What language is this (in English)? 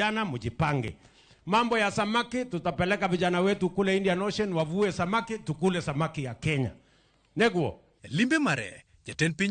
Luo (Kenya and Tanzania)